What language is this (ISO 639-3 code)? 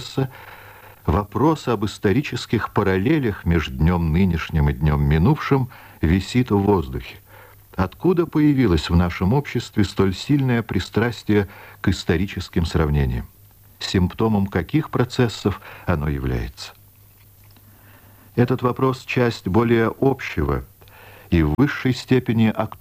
rus